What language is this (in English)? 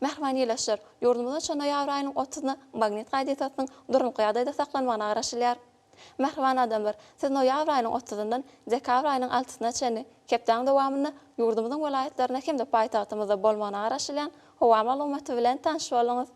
Turkmen